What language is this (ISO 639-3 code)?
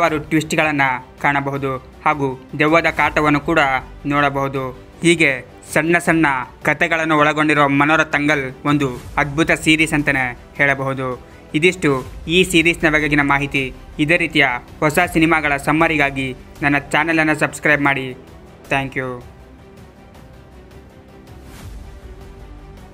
kan